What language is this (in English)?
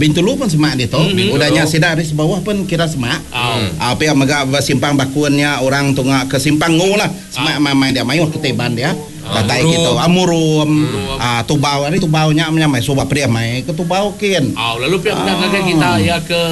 Iban